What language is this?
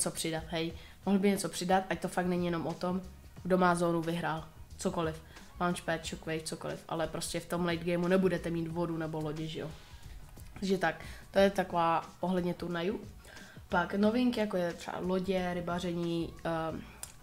Czech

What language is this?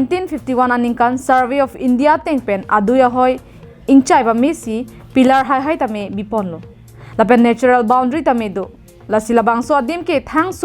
Karbi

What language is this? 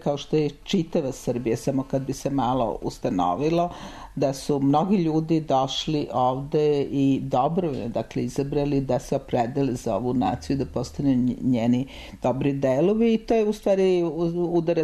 Serbian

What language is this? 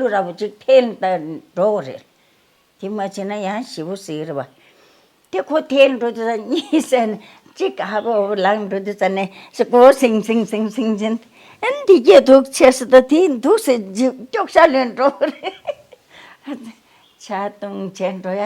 Tibetan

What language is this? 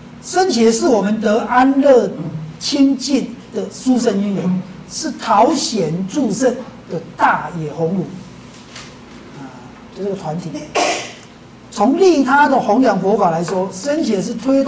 Chinese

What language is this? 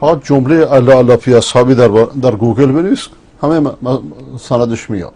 Persian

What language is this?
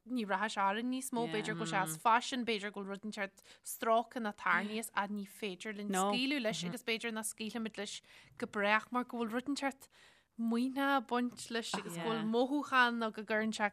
Irish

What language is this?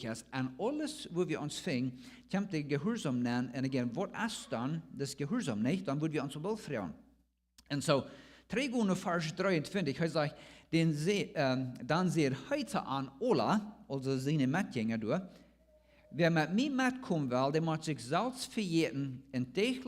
Plautdietsch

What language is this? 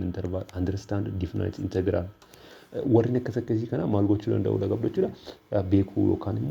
Oromo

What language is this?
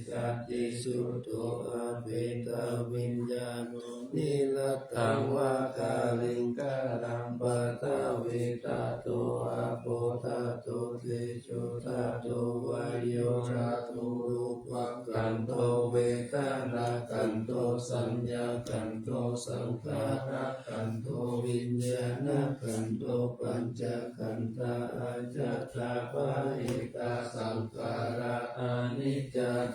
Pali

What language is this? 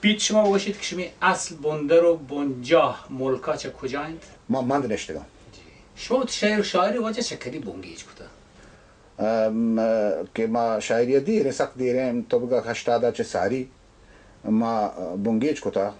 Baluchi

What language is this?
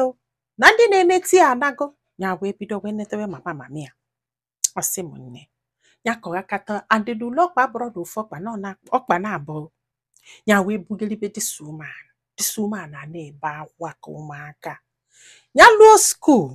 Igbo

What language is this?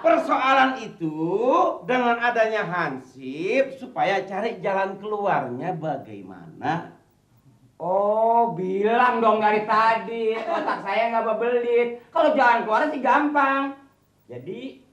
Betawi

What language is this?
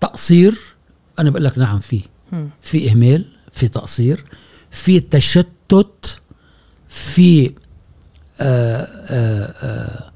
Gulf Arabic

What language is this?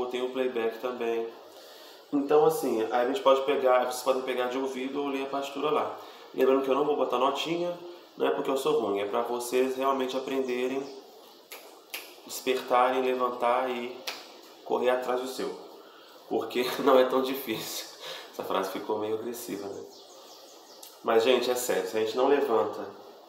Portuguese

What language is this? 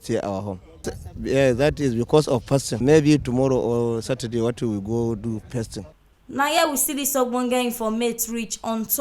Nigerian Pidgin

